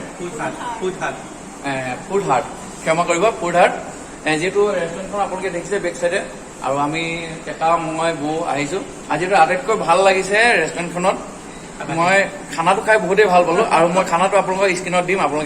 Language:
Assamese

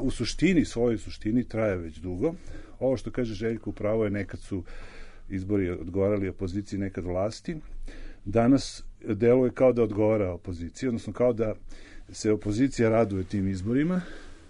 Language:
Serbian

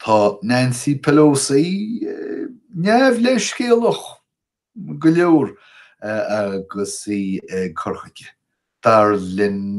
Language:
Irish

